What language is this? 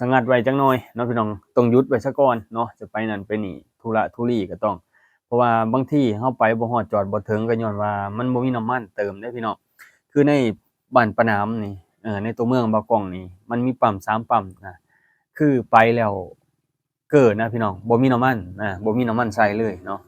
Lao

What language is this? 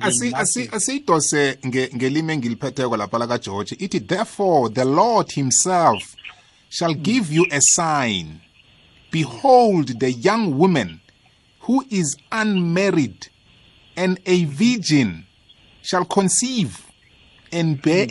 South Ndebele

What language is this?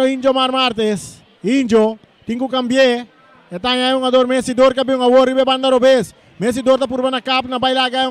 Papiamento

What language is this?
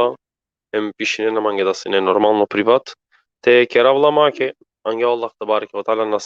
Balkan Romani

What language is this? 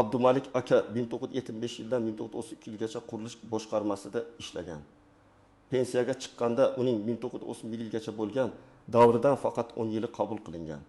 Uzbek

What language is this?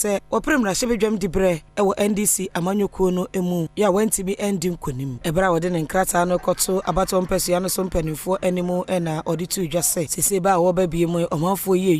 Akan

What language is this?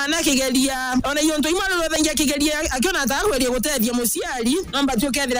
Meru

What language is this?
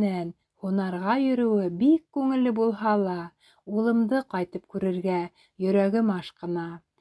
Bashkir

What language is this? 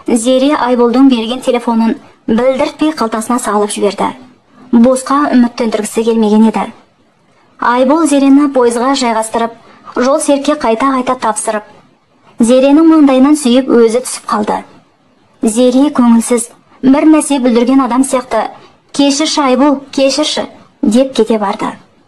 Kazakh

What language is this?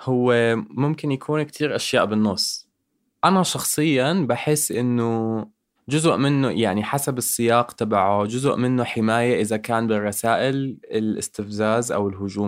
North Levantine Arabic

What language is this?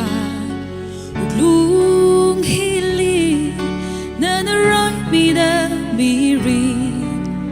Tangkhul Naga (India)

